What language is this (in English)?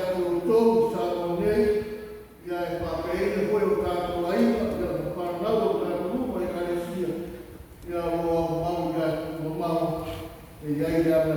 Samoan